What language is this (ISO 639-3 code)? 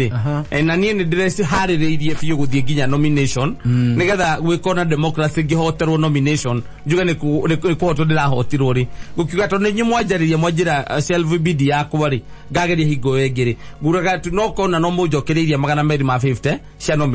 kik